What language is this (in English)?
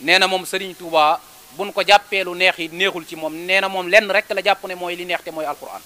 Wolof